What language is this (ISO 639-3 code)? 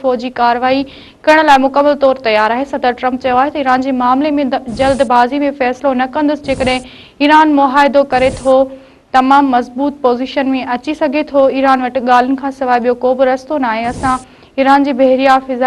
snd